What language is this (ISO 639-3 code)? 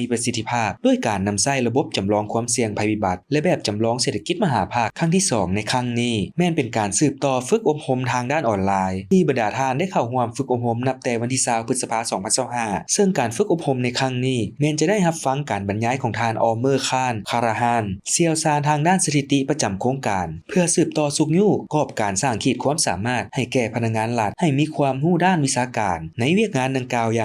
lao